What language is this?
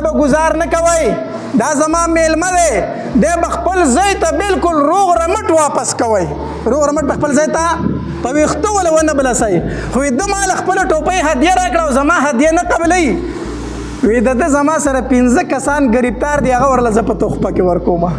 Pashto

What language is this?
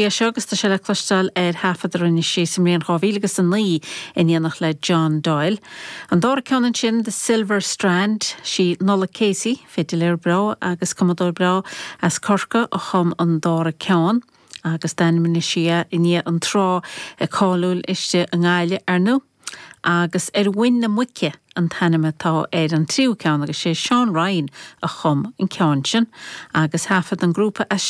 Irish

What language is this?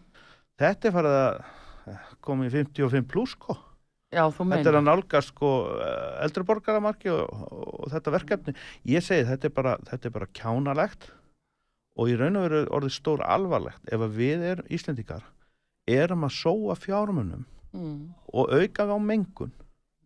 Icelandic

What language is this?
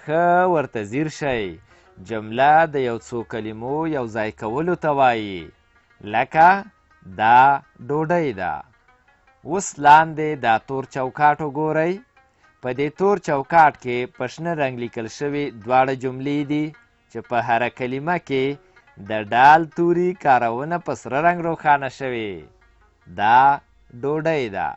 Pashto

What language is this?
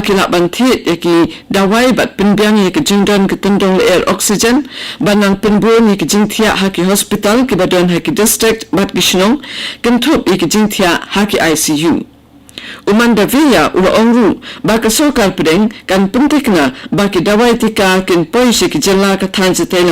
Khasi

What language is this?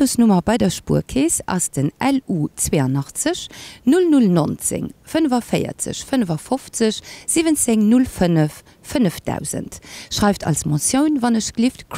Luxembourgish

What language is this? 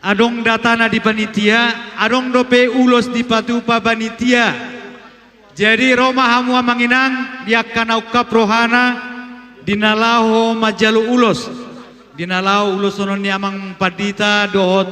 Batak Toba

